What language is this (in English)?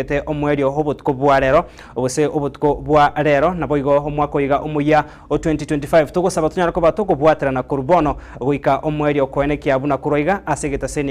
Gusii